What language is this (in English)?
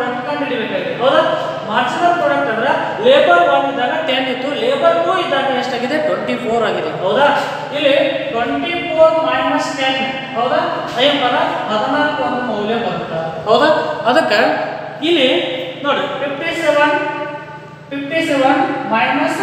Kannada